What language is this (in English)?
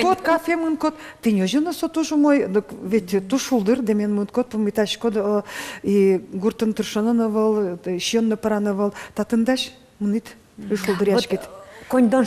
Udmurt